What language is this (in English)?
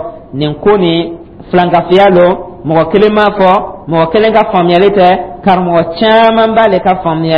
Dyula